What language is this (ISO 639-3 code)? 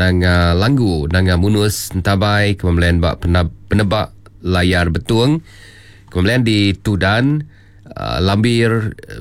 iba